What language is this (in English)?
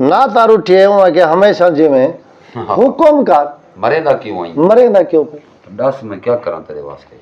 Saraiki